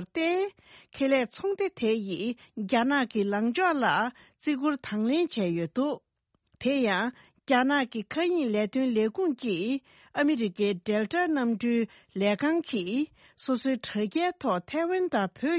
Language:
Tibetan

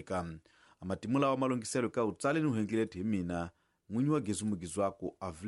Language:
Tsonga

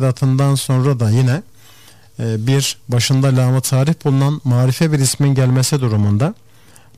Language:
Turkish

